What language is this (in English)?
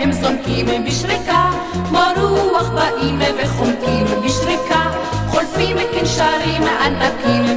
Hebrew